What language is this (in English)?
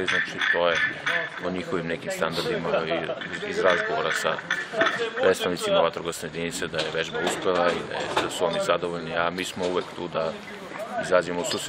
Serbian